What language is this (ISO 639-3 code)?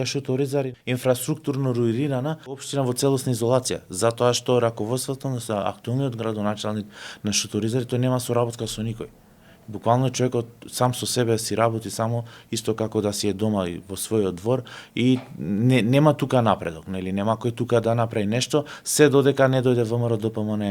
mkd